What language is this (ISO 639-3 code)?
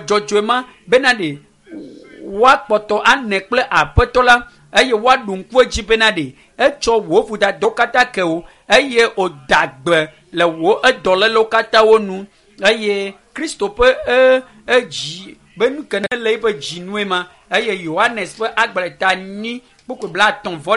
ewe